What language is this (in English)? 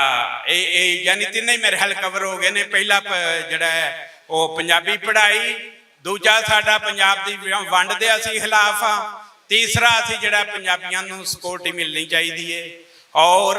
Western Panjabi